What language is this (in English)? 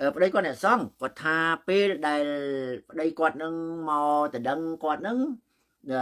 Khmer